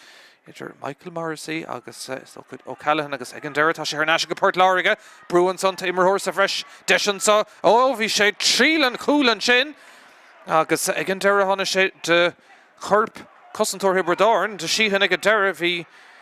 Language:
Irish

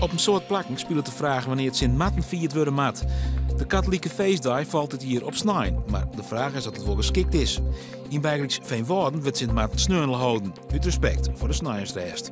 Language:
Western Frisian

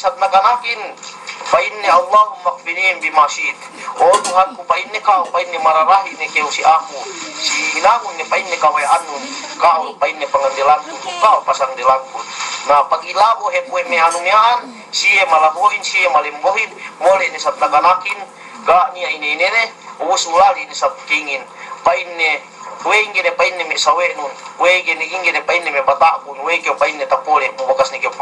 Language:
Yakan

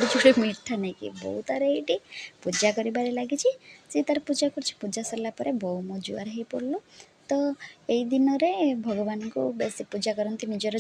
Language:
Odia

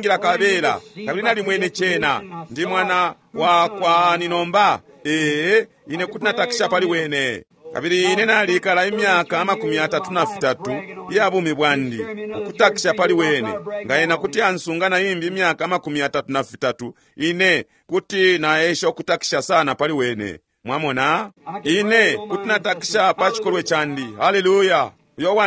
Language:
Bemba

